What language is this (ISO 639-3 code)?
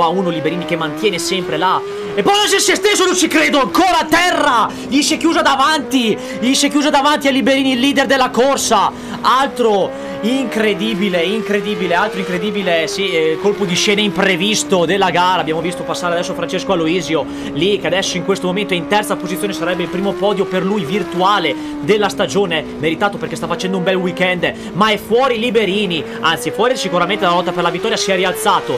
ita